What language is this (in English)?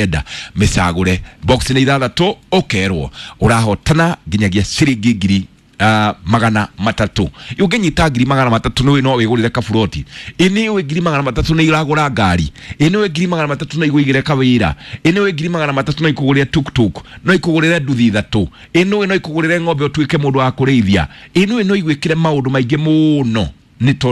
Kikuyu